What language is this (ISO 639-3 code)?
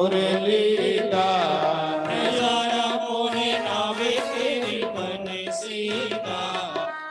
doi